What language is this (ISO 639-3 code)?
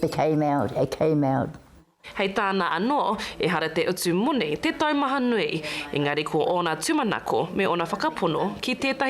mri